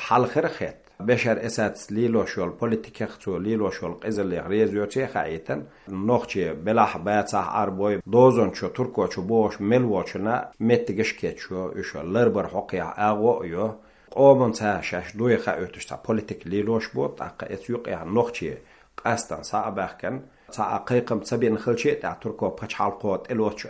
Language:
Chechen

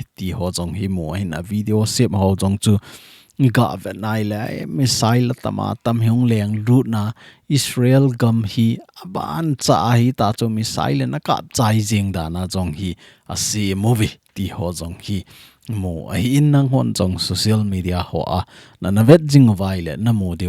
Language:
Thado Chin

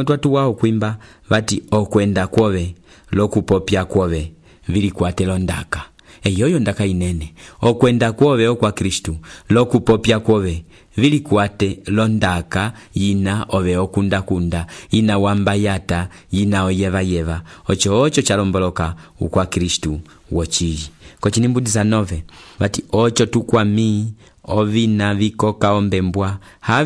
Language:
Umbundu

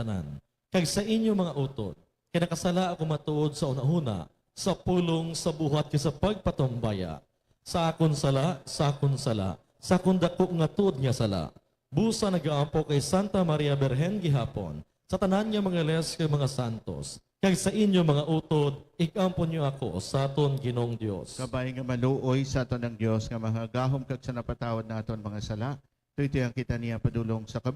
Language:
Hiligaynon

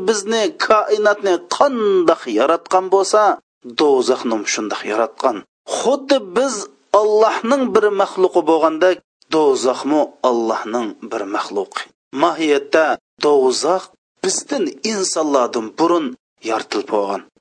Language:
Uyghur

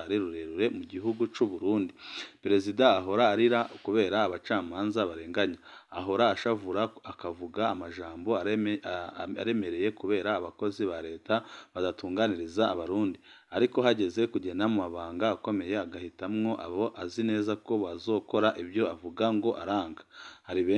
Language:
Rundi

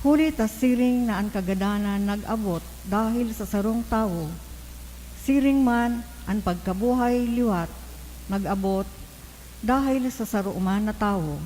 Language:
Bikol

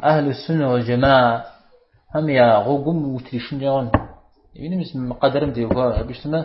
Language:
Kabardian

